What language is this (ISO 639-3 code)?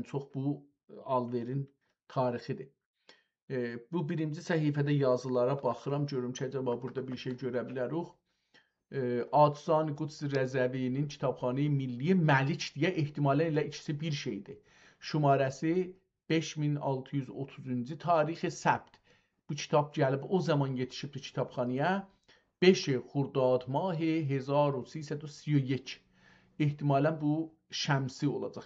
azb